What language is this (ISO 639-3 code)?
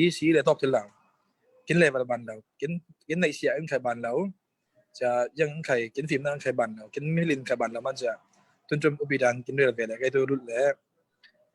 cfm